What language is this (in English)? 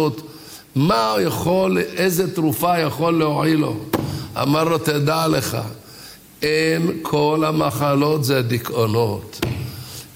Hebrew